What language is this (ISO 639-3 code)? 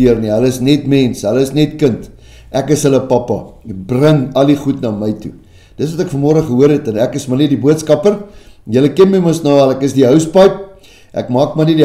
afr